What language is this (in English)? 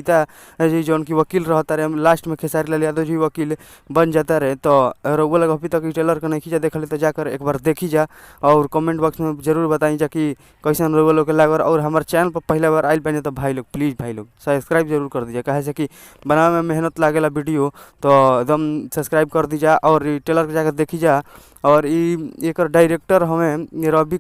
Bhojpuri